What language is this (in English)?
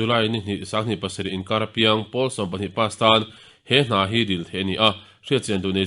Mizo